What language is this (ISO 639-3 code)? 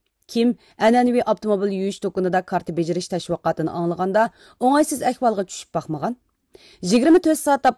uig